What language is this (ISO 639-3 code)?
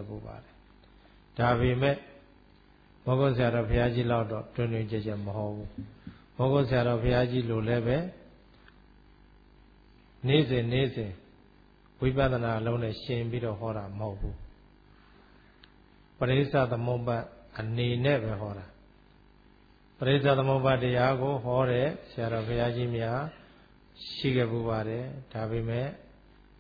mya